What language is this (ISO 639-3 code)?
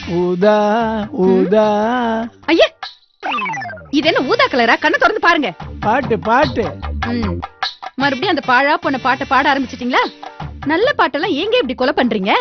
tam